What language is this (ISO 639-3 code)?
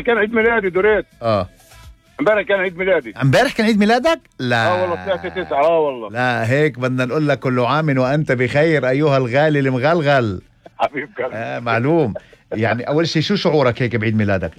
apc